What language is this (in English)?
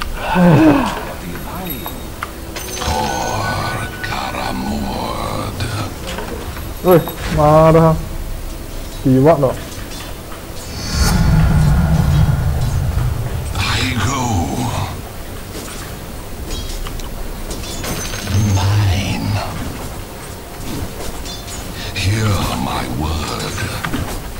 Chinese